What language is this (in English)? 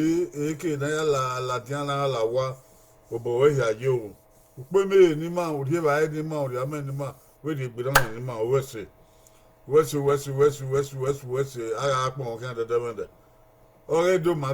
Bini